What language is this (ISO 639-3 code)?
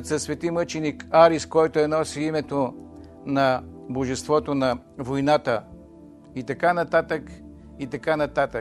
bul